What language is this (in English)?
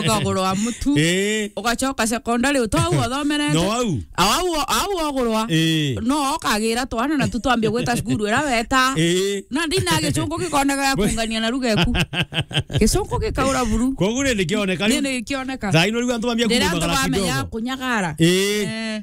Meru